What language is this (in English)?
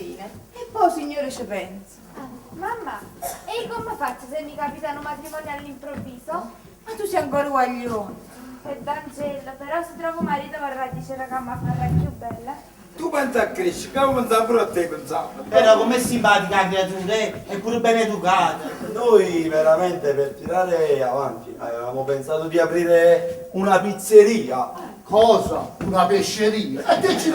Neapolitan